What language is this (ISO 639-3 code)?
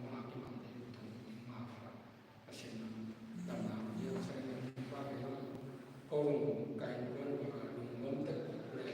ctd